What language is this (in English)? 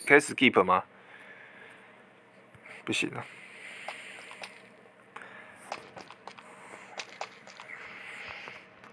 Chinese